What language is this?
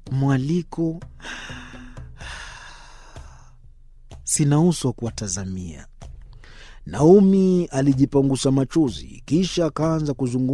Swahili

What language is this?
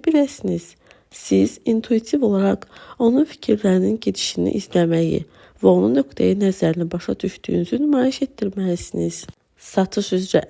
Azerbaijani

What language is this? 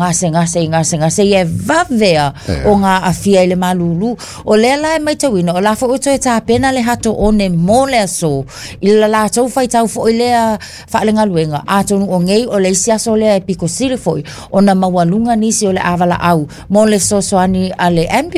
Samoan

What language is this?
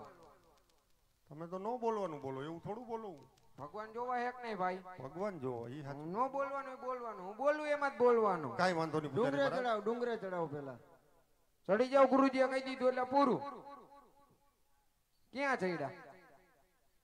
Gujarati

